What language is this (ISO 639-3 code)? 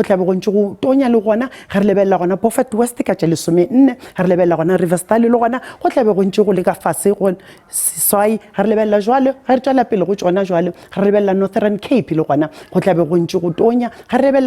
nso